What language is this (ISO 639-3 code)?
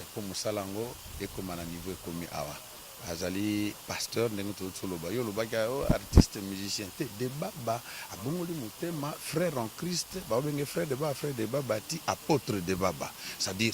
lin